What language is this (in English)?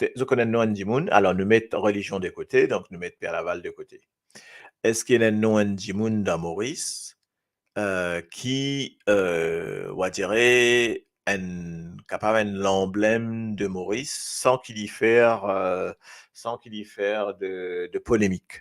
Morisyen